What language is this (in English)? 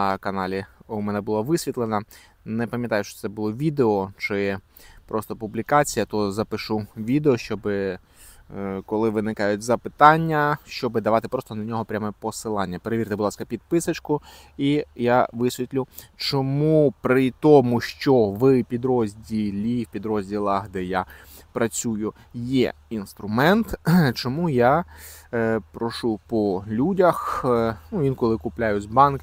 Ukrainian